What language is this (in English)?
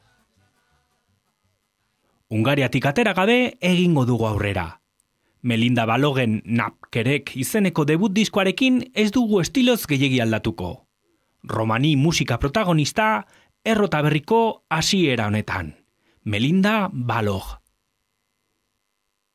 Basque